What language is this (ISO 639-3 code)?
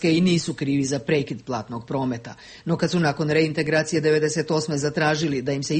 hrv